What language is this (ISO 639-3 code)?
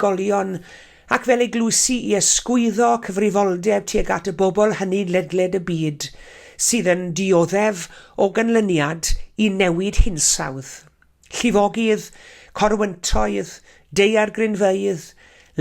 cym